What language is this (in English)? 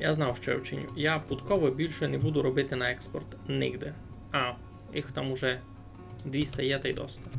Rusyn